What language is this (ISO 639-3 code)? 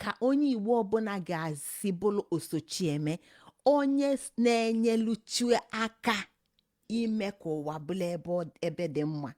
ibo